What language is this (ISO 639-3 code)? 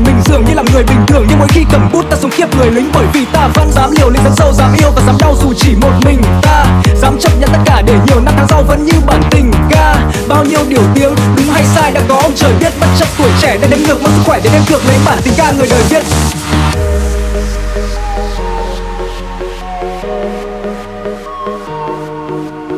vie